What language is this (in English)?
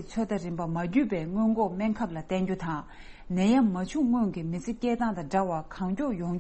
Tibetan